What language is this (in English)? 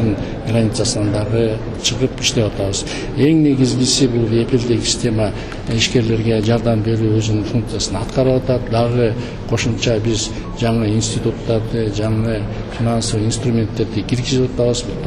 Kyrgyz